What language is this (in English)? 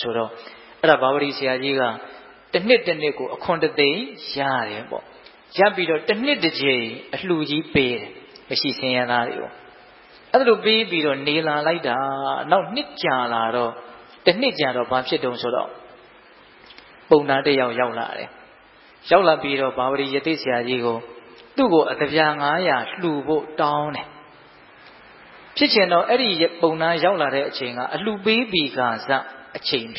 Burmese